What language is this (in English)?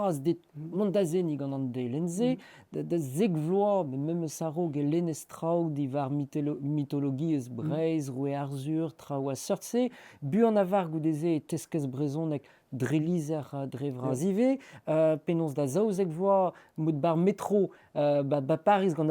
Breton